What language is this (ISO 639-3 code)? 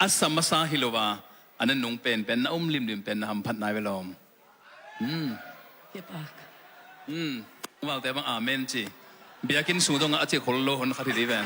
ctd